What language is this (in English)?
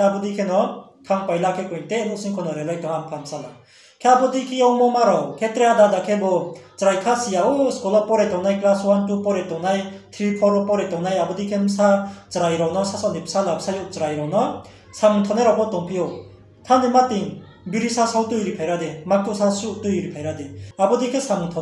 Riang (India)